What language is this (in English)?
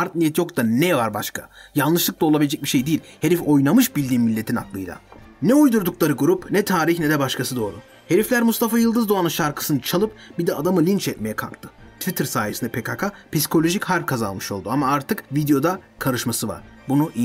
Turkish